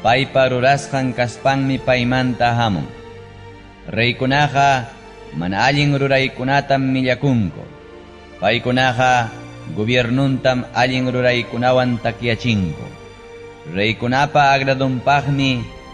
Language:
Ayacucho Quechua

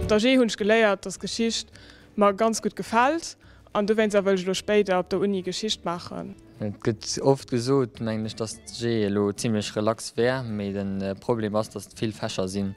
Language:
Luxembourgish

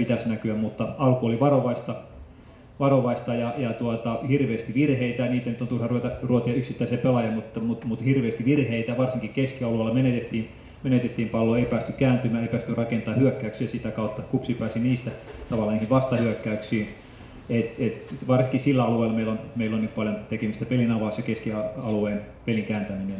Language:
Finnish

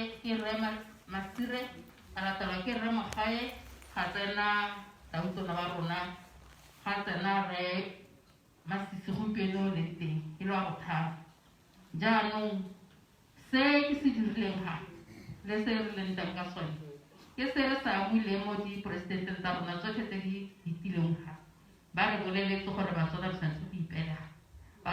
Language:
Tswana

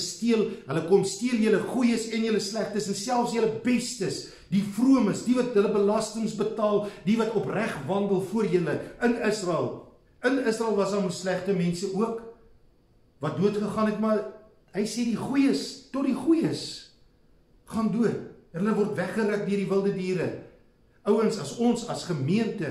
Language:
Afrikaans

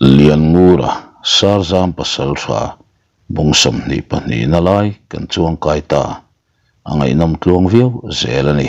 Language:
Mizo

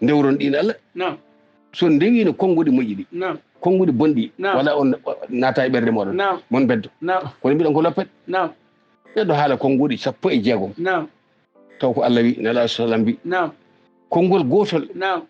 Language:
Fula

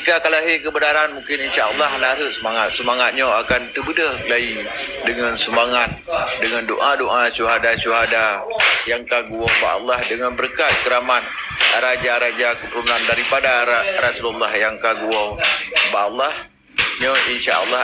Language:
Achinese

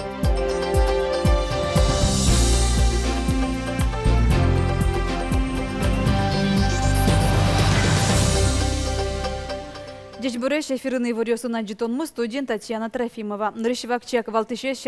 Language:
Udmurt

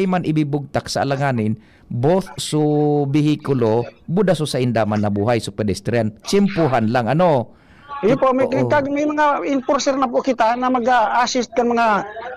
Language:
Bikol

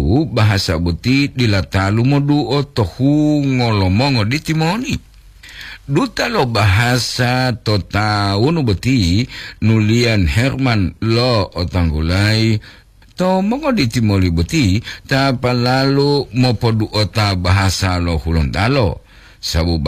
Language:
Gorontalo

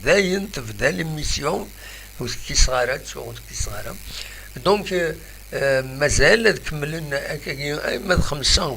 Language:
Kabyle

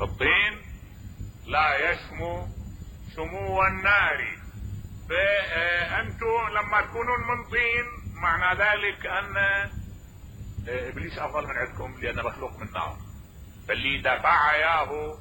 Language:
Mesopotamian Arabic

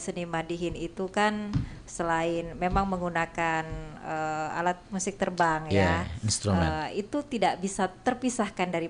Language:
Banjar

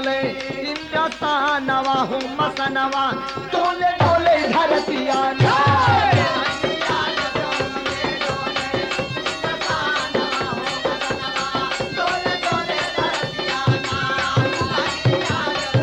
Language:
Bhojpuri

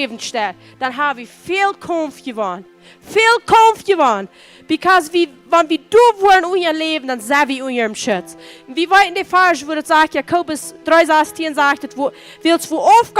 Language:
Plautdietsch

